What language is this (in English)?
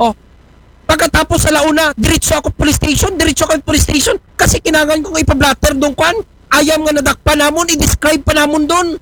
Aklanon